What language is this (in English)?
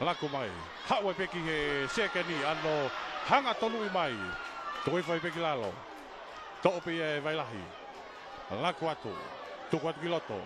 Tongan